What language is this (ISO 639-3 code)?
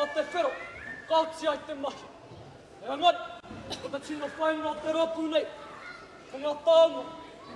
mri